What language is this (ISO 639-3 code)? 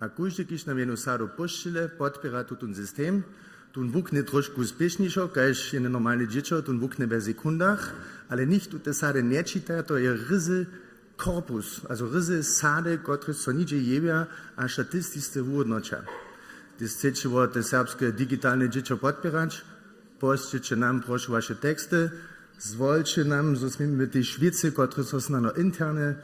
hsb